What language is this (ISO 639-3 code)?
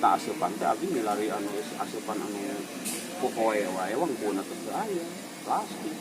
sun